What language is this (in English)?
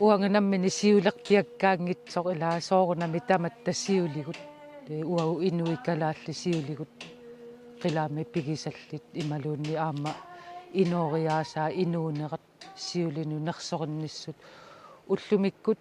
Kalaallisut